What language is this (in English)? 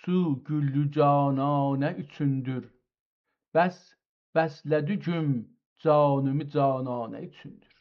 South Azerbaijani